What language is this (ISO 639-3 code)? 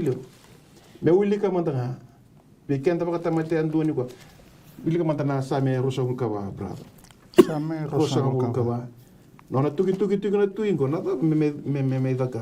fij